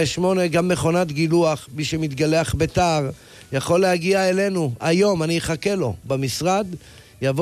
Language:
Hebrew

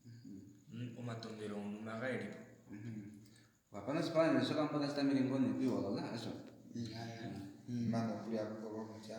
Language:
Kuanyama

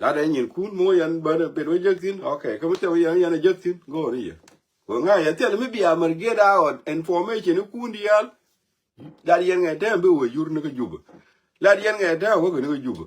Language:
Nuer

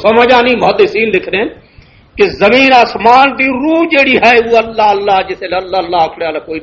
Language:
Western Panjabi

